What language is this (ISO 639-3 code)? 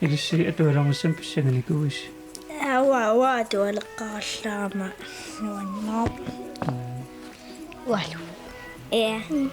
kal